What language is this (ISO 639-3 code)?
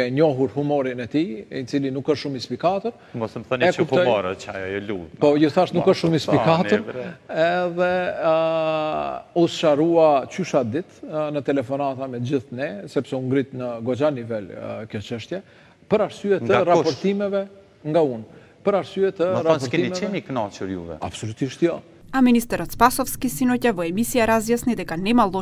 mkd